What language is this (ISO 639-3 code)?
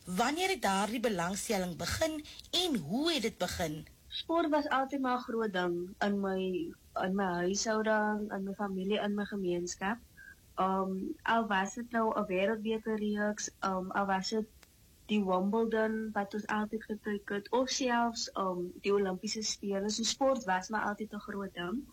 afr